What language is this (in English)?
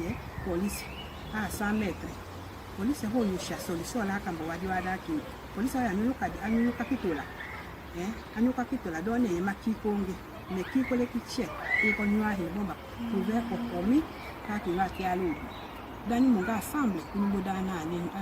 Tetela